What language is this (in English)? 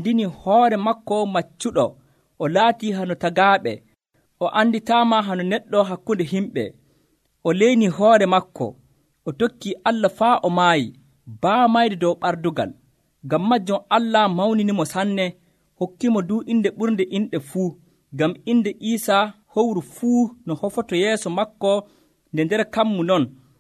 Nigerian Fulfulde